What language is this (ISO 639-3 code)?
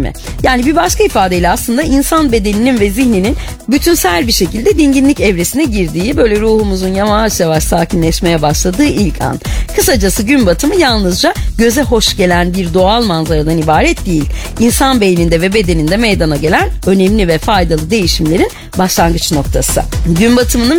tur